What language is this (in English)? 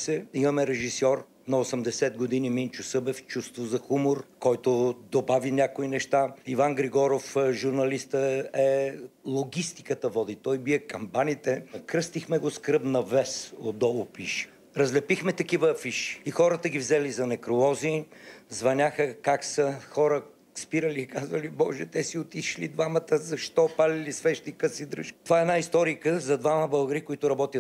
Bulgarian